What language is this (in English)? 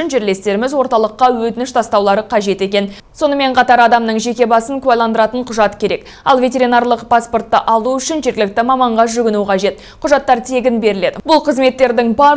Kazakh